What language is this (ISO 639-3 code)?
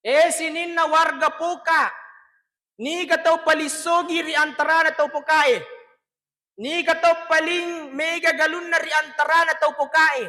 bug